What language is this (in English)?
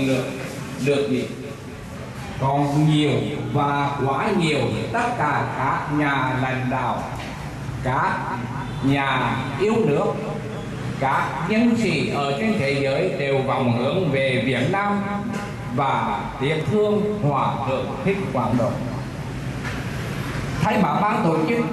Vietnamese